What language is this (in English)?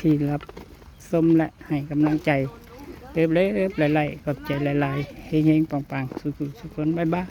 Lao